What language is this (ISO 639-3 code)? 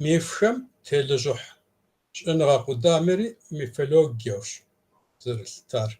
kbd